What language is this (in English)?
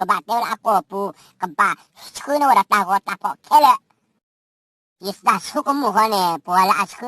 S'gaw Karen